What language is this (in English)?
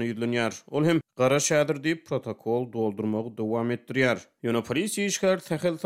Turkmen